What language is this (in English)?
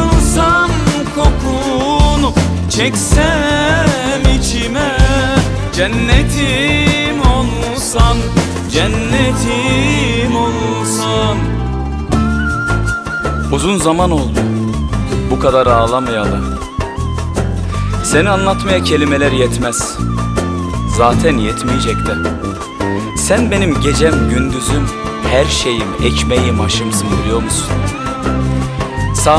Turkish